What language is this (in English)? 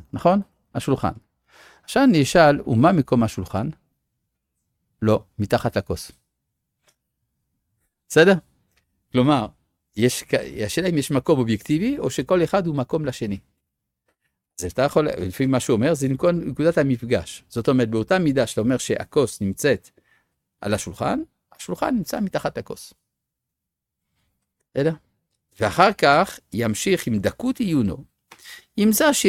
Hebrew